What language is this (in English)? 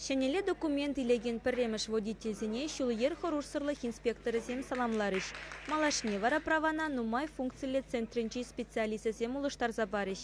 Chuvash